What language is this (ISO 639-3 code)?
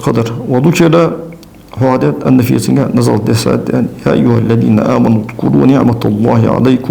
inh